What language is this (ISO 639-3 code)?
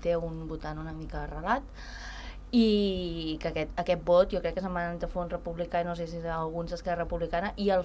cat